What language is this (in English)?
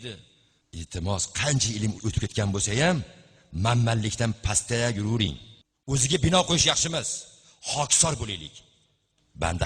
Uzbek